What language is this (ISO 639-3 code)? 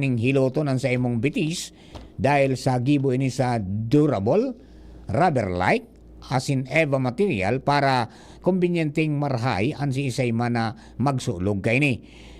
bik